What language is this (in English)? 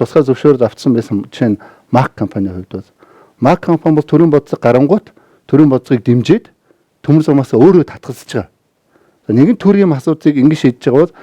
Mongolian